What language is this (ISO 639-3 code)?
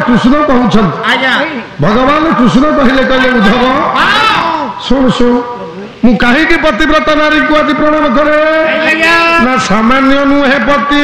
ori